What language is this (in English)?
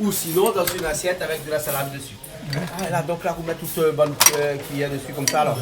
Réunion Creole French